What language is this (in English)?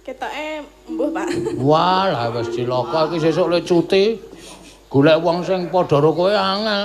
Javanese